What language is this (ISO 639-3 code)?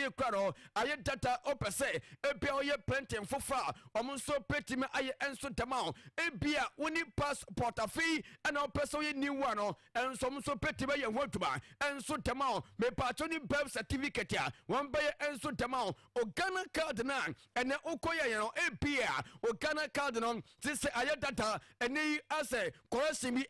aka